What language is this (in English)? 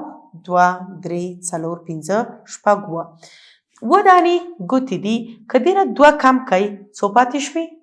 Pashto